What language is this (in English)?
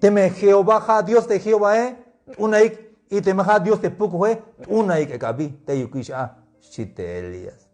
Tzeltal